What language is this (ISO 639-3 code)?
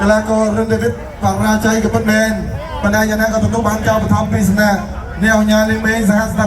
khm